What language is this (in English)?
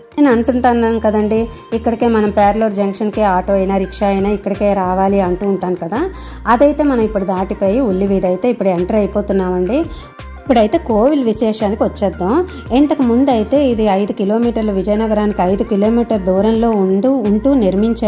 Telugu